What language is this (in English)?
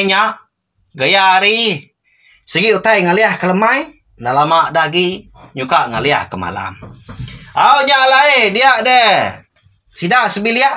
Iban